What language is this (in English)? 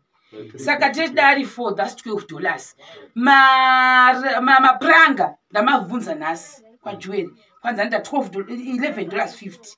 Shona